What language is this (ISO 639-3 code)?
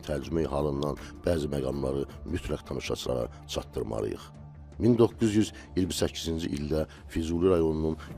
aze